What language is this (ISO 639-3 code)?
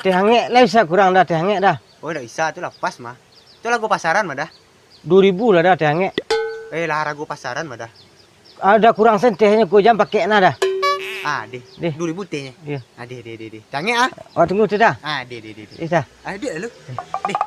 min